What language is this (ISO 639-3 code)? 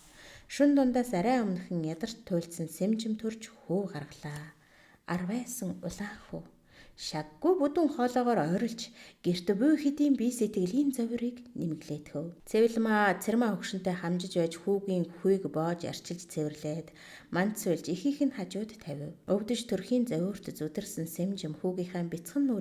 mon